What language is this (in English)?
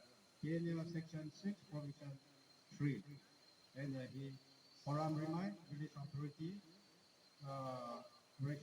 Tangkhul Naga (India)